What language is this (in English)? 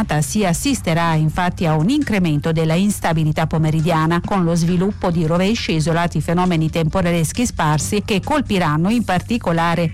Italian